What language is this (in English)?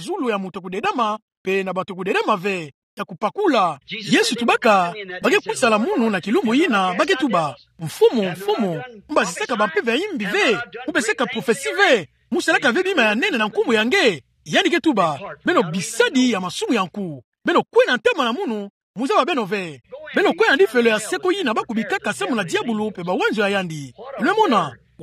Kituba (Democratic Republic of Congo)